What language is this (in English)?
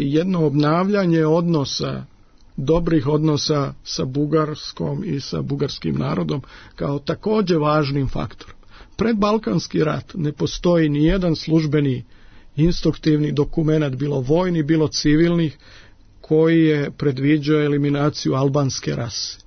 Serbian